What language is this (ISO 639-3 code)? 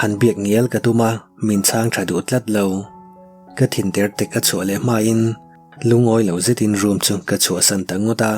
lus